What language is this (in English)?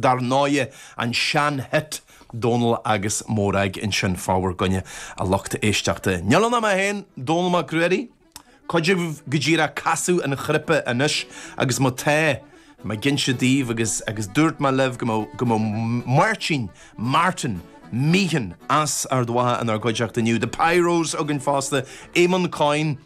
Irish